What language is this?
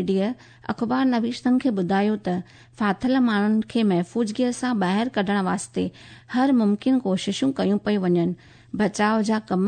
Sindhi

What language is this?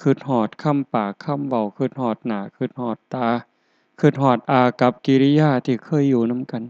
Northeastern Thai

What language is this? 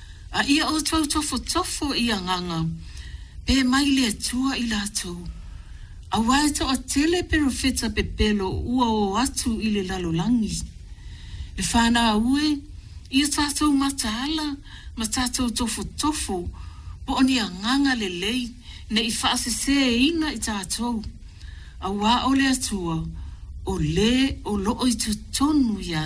Samoan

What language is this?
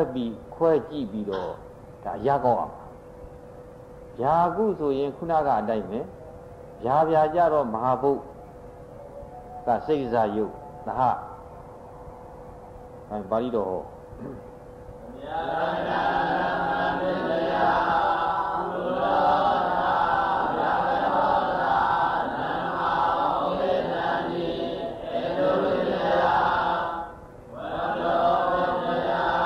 Burmese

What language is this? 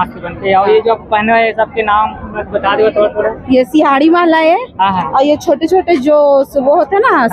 Chhattisgarhi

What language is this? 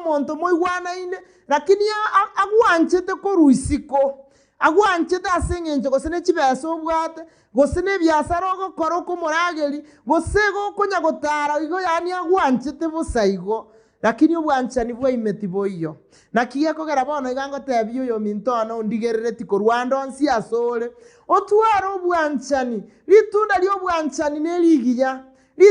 Gusii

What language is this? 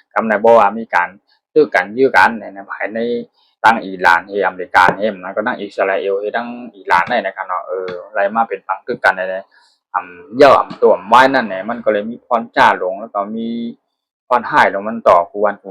Shan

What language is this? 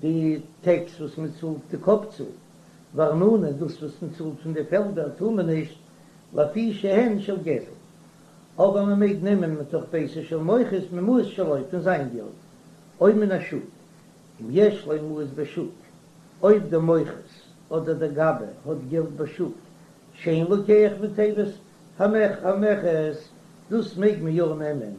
Yiddish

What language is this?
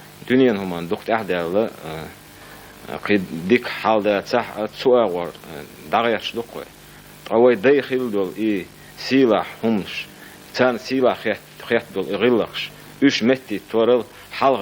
Chechen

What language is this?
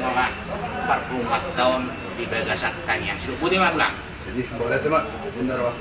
Batak Toba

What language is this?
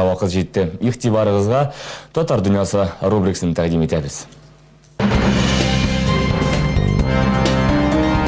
Tatar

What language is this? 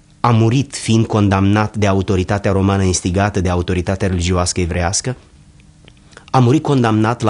Romanian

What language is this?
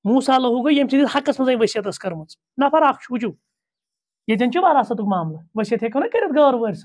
Kashmiri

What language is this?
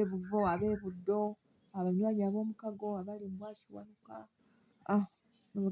Ganda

